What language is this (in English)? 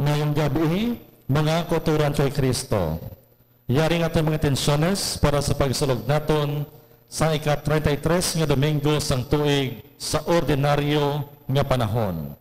Hiligaynon